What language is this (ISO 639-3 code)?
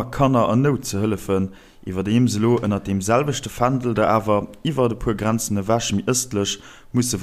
ltz